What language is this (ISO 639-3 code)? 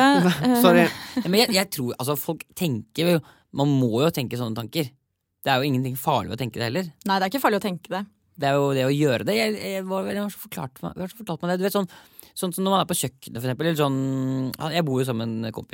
nor